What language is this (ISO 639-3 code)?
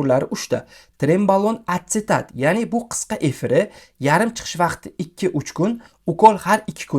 uzb